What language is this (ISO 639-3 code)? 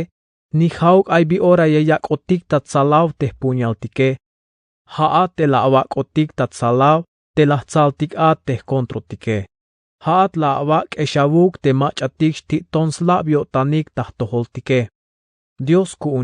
tzh